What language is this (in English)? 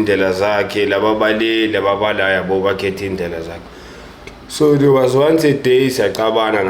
Zulu